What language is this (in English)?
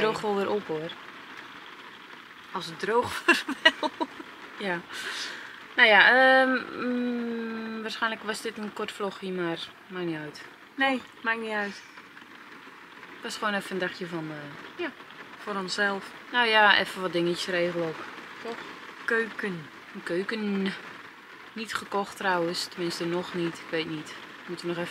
Dutch